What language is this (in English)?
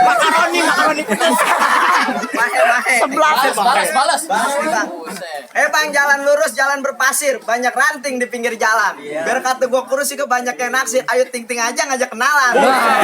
Betawi